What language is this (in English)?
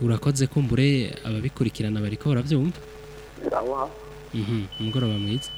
Rundi